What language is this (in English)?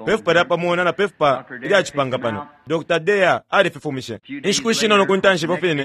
Bemba